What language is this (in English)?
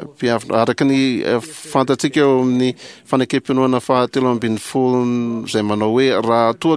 Malagasy